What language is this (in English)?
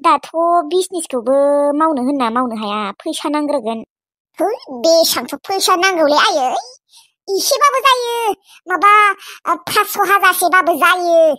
Bodo